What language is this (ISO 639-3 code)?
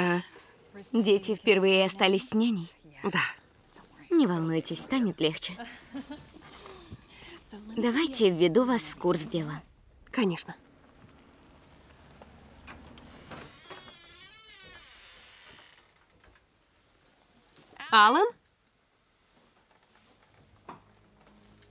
rus